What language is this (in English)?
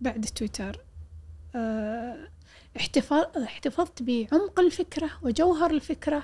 Gulf Arabic